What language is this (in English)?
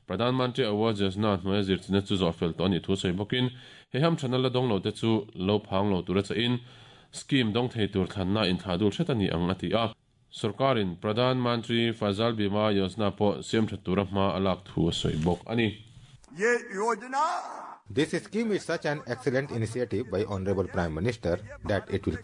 Mizo